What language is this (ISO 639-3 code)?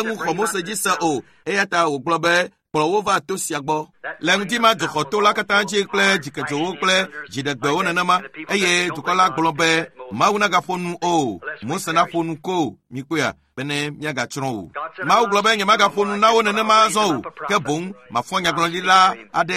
ewe